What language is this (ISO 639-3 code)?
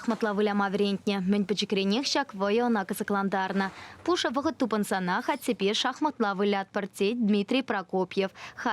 chv